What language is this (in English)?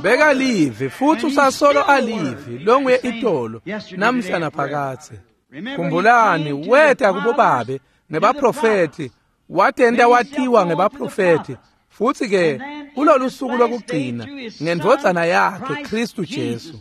Swati